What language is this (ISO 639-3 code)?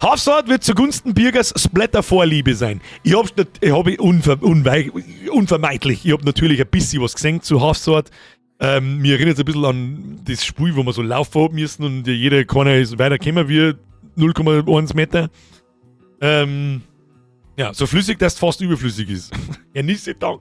bar